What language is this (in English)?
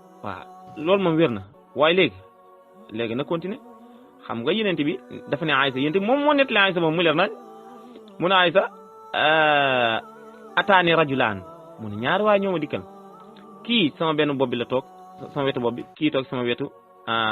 Wolof